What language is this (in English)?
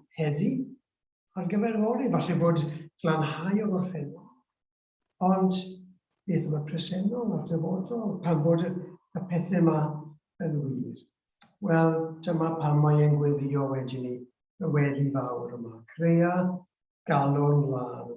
Welsh